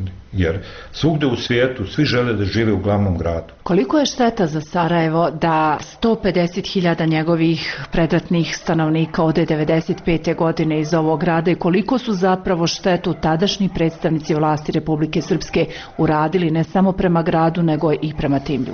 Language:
Bosnian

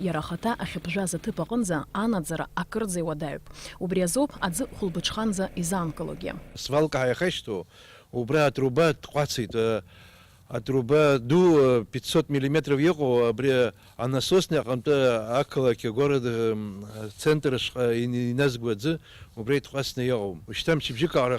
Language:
Abkhazian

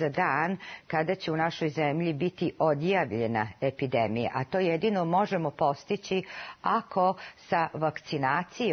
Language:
Serbian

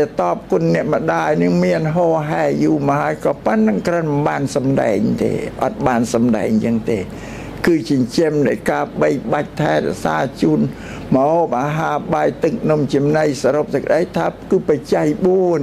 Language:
Khmer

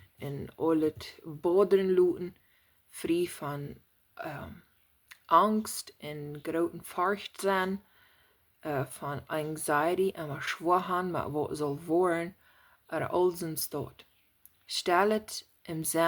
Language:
Plautdietsch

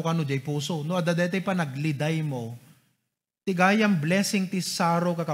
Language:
Iloko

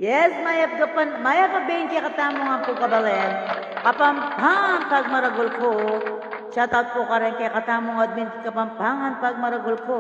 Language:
Pampanga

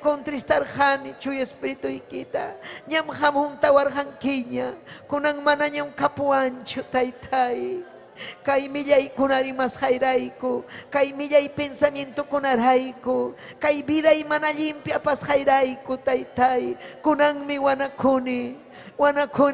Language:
Ayacucho Quechua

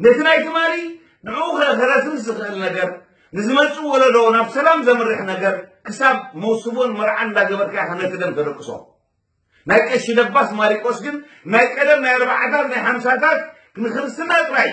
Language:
Tigrinya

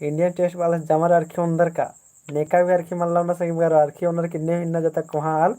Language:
Kurukh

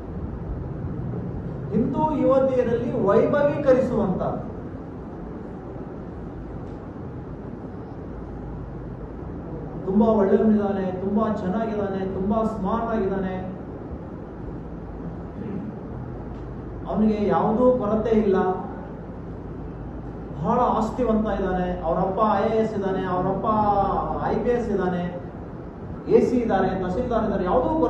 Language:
Kannada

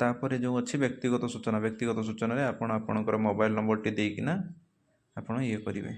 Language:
Odia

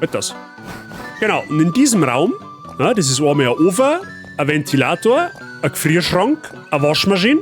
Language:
Bavarian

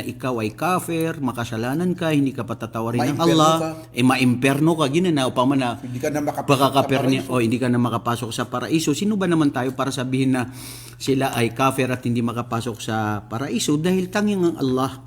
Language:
Maranao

